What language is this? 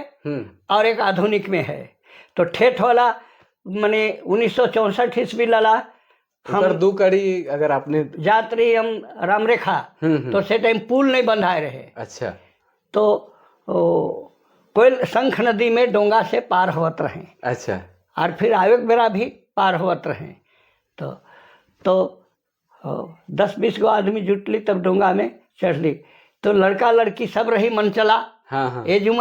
Sadri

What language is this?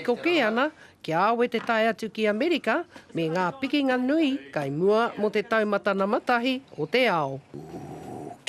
Māori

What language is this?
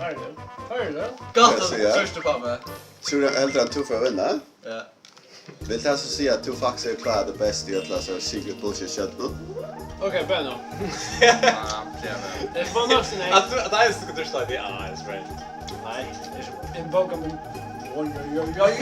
Faroese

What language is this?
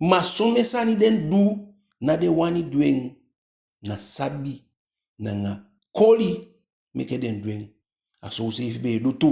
Eastern Maroon Creole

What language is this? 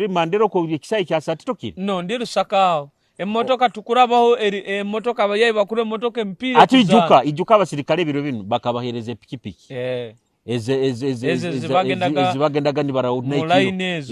Nyoro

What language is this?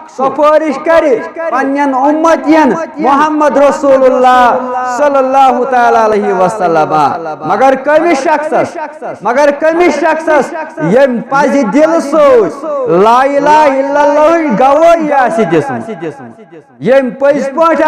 Kashmiri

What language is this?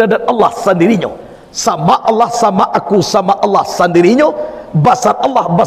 Minangkabau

